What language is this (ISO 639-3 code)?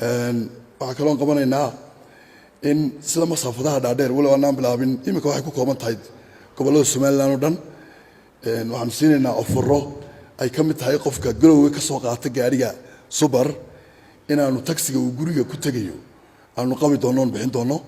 som